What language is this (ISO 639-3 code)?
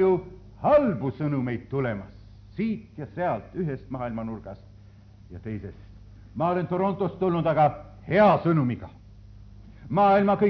est